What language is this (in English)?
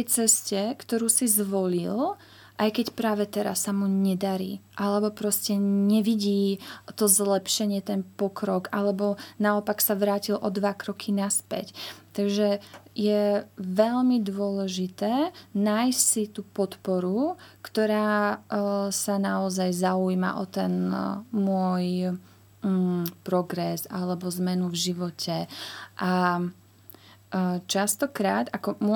Slovak